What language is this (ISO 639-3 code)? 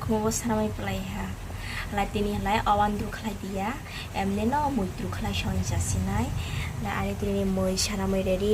trp